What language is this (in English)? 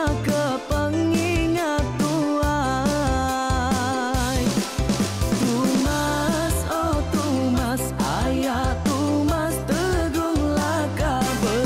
Iban